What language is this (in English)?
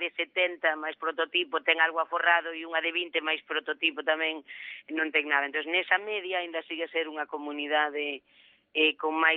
Galician